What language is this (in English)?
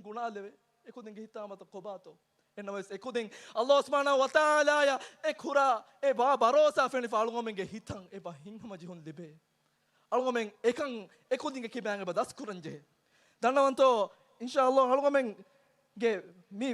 Divehi